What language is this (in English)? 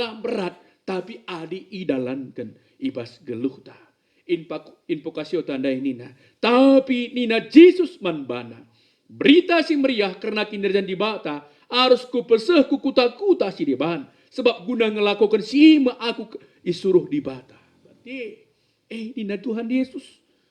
Batak Karo